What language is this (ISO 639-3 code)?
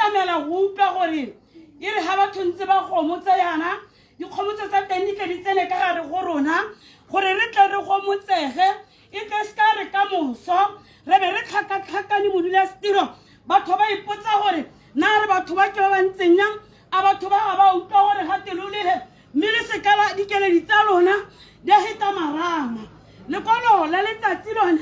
tsn